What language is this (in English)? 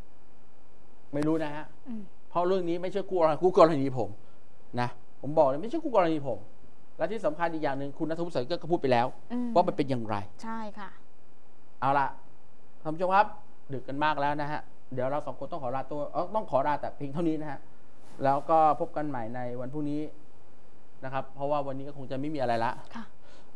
Thai